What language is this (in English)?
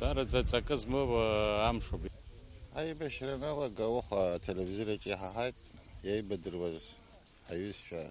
Abkhazian